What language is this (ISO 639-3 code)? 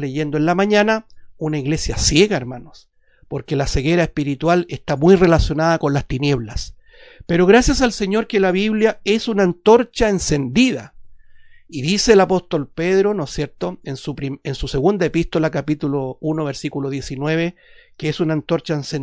spa